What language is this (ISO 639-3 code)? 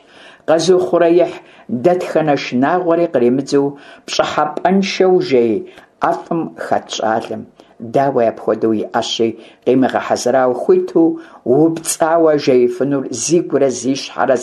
kbd